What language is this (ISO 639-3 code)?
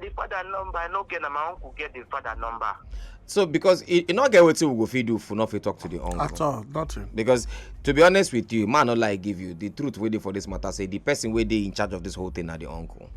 pcm